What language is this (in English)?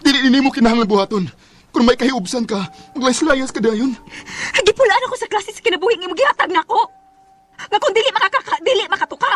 Cebuano